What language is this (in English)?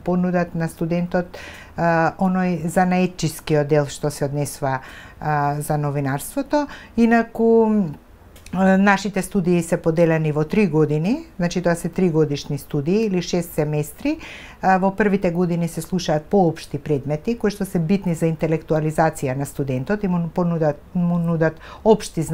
Macedonian